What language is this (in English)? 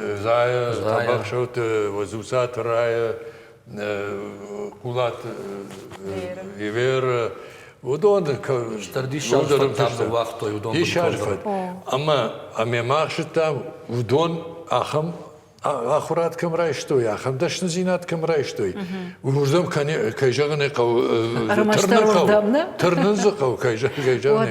Ossetic